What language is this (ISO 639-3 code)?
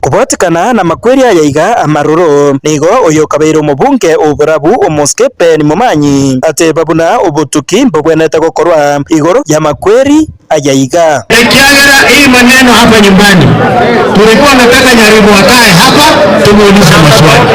guz